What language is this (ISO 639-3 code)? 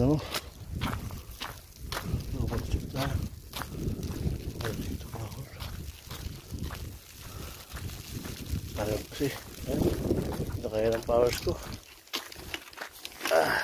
fil